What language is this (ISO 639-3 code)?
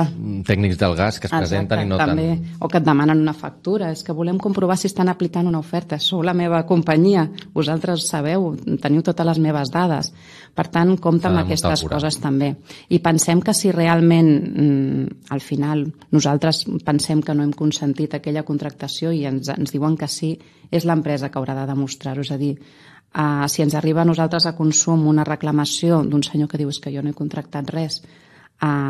cat